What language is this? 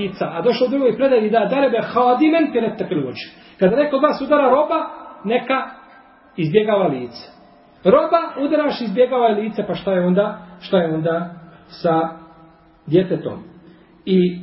Bosnian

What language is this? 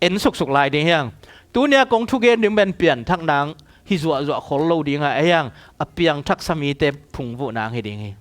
Tedim Chin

